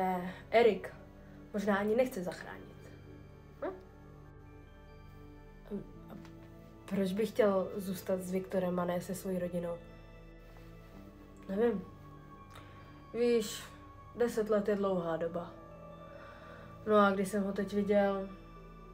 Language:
Czech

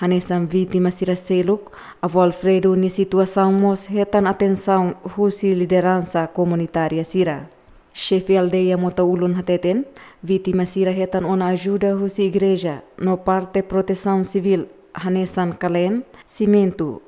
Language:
Tetum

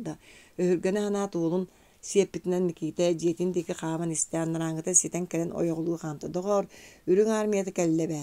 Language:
Yakut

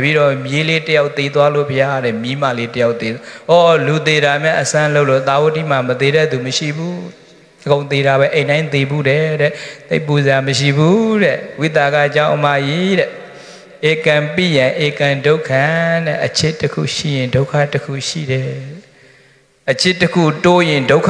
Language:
Burmese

